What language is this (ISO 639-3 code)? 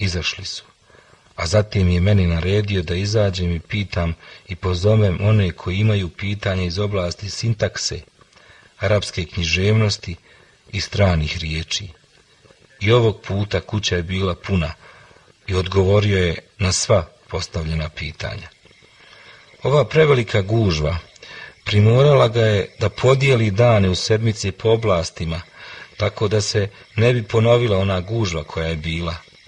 bos